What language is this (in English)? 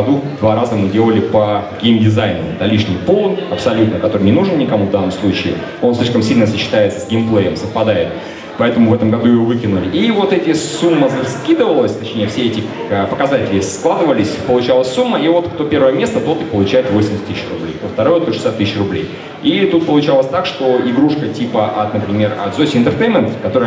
Russian